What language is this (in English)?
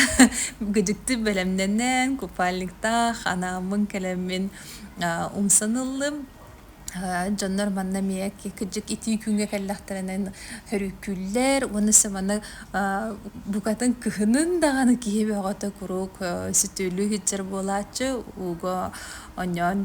Yakut